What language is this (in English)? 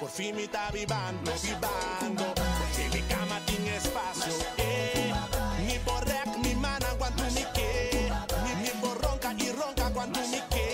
Papiamento